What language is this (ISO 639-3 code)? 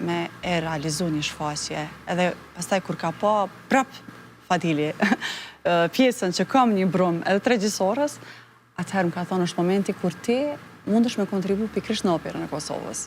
sqi